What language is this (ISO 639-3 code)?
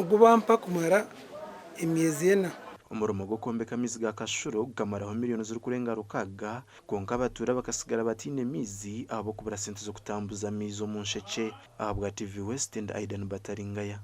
nyn